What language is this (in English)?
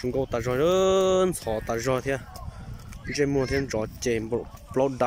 Hmong